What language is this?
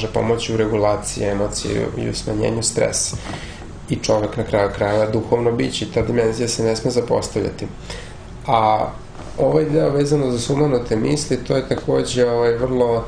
Serbian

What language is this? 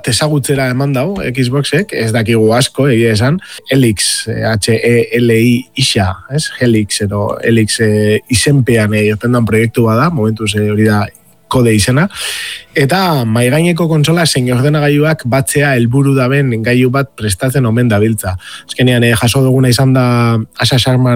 Basque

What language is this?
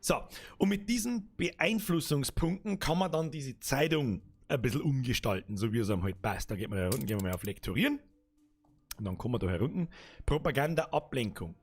Bavarian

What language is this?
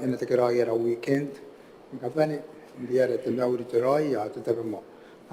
Gilbertese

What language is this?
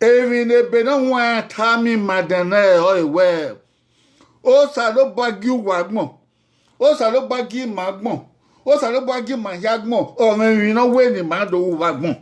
Bini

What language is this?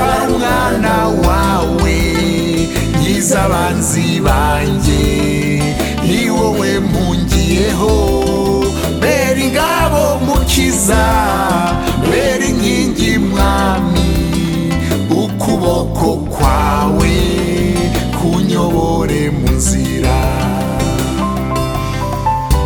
Kinyarwanda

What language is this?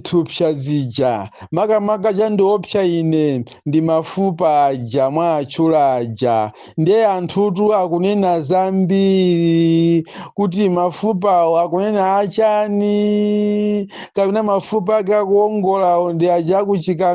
Nyanja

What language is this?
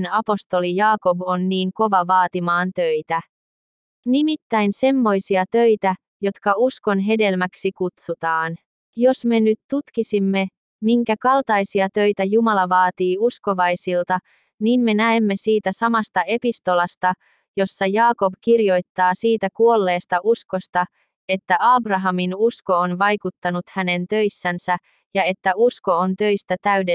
Finnish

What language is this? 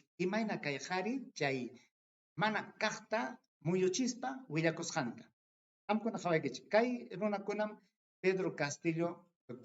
Ayacucho Quechua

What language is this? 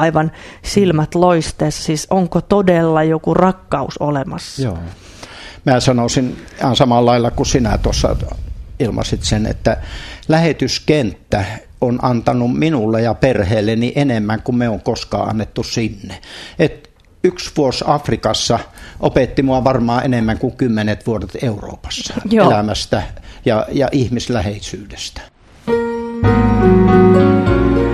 Finnish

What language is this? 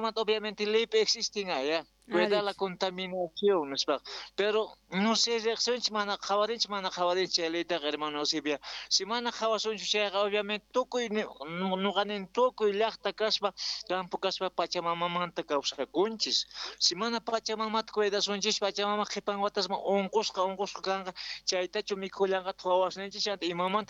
South Bolivian Quechua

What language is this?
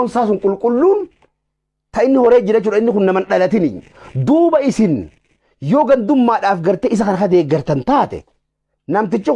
Oromo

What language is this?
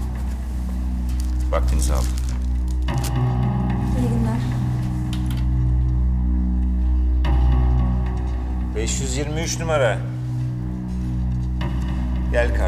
Turkish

